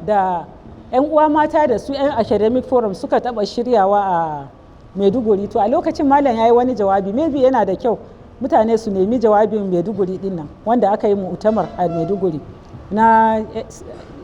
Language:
Hausa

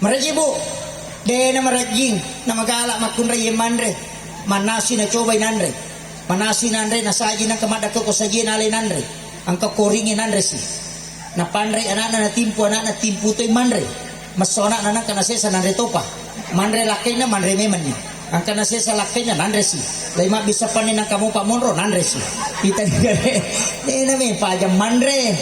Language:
Buginese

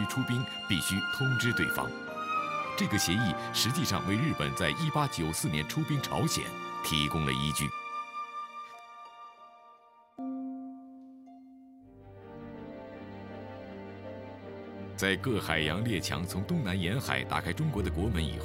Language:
Chinese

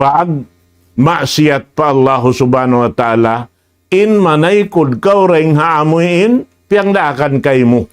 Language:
Tausug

